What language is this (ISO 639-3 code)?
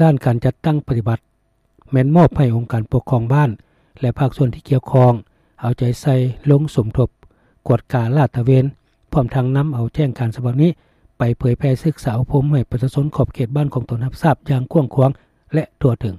lao